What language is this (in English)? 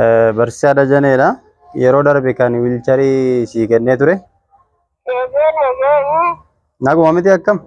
Oromo